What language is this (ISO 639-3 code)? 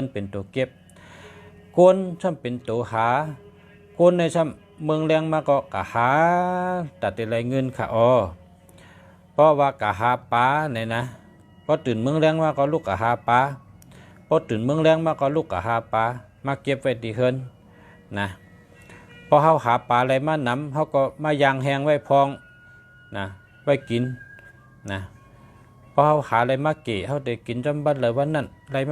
shn